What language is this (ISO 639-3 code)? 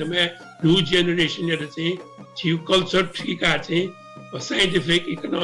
new